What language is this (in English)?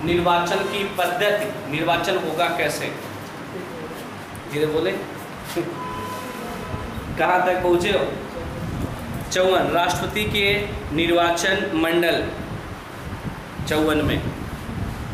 Hindi